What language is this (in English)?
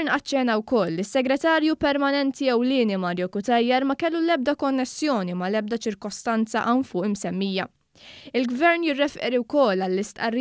Maltese